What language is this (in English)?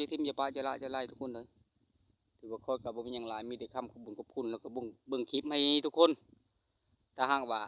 Lao